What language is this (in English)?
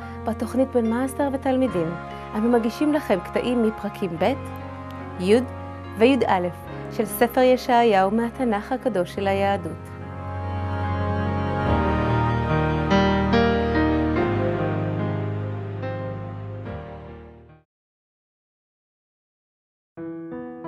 Hebrew